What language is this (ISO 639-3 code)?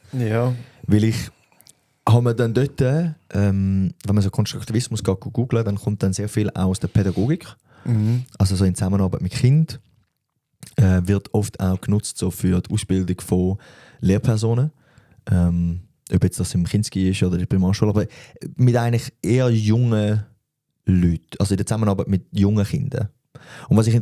gsw